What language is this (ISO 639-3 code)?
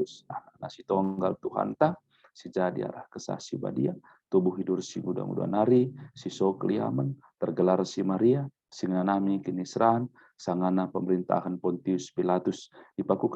btx